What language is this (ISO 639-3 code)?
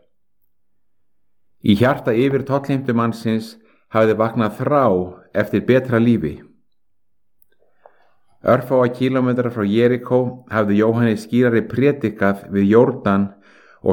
isl